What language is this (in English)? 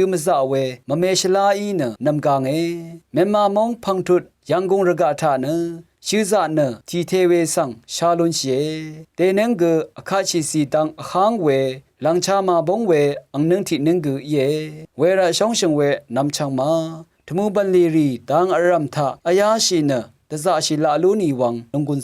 Rawang